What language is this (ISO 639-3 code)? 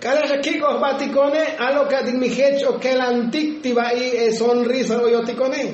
tzo